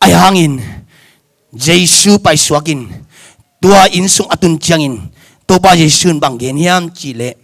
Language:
Tedim Chin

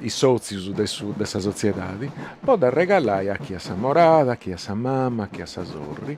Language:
Sardinian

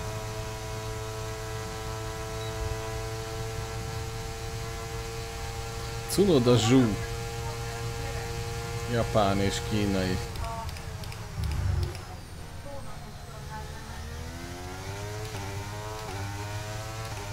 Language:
Hungarian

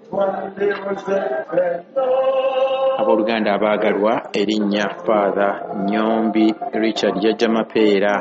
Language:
Ganda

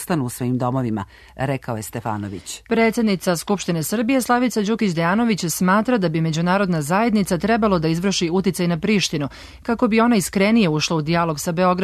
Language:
Serbian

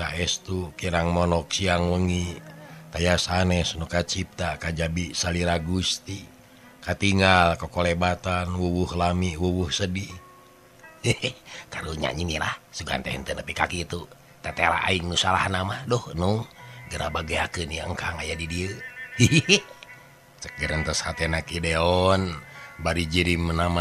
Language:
Sundanese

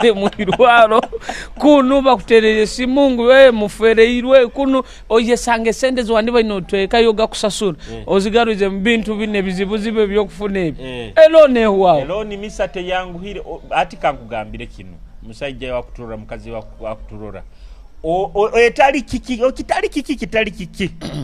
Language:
Nyoro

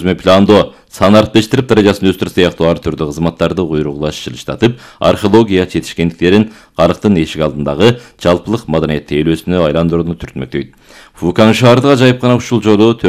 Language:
Kyrgyz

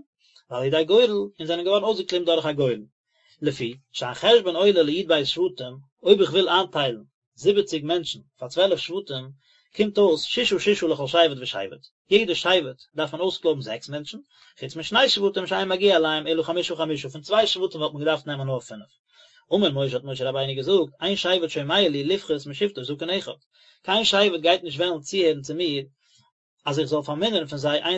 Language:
Yiddish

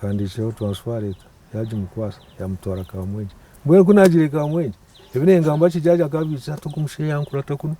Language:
Nyankole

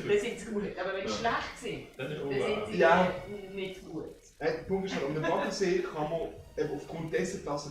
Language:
Swiss German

